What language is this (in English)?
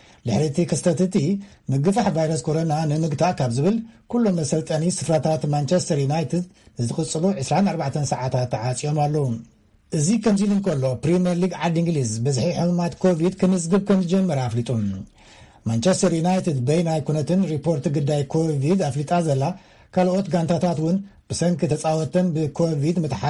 Tigrinya